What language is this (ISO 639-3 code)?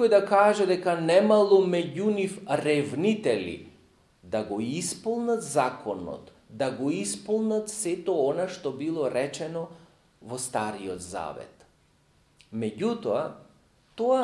mkd